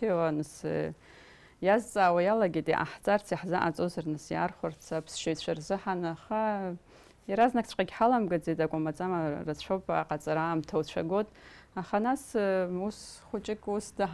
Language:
Abkhazian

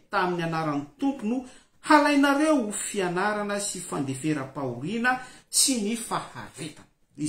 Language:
Malagasy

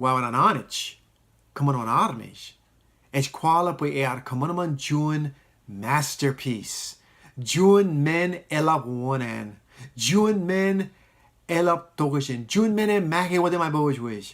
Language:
Marshallese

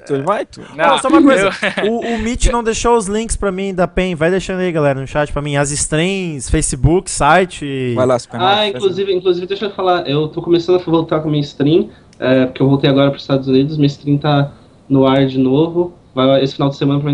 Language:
Portuguese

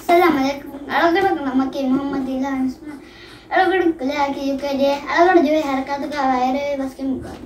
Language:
Divehi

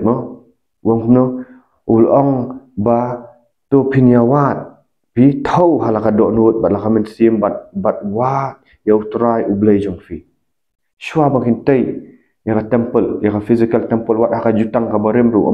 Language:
Khasi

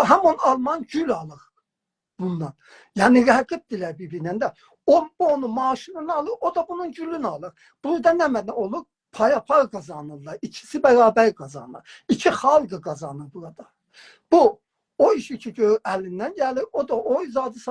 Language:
South Azerbaijani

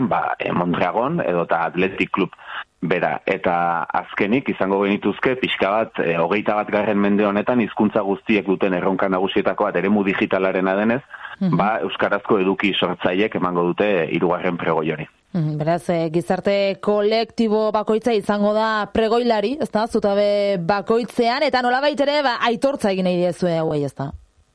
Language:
Basque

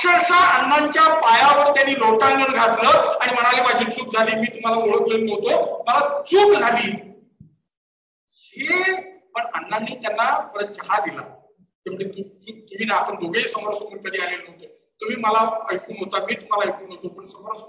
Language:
Marathi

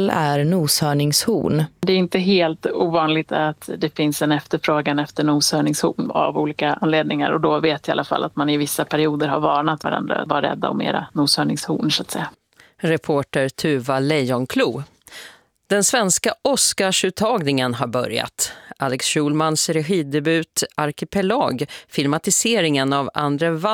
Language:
Swedish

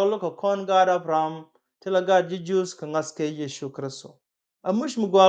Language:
Nuer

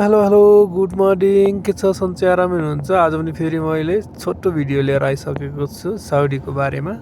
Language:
Nepali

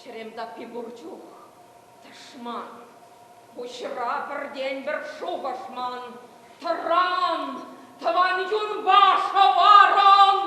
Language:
Chuvash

